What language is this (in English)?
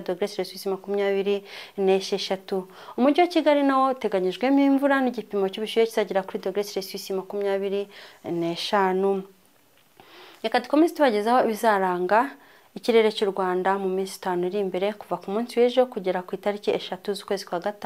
Kinyarwanda